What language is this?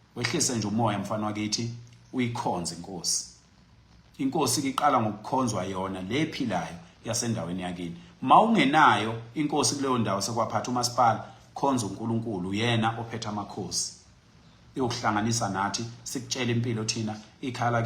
Zulu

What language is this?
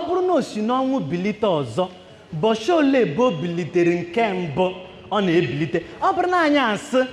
Igbo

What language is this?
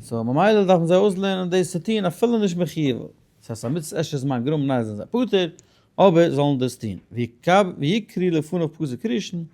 Yiddish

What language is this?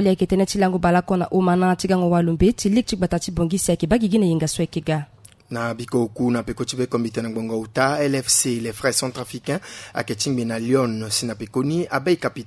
Sango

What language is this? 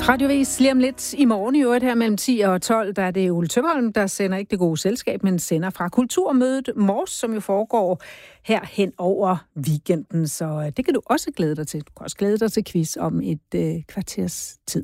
Danish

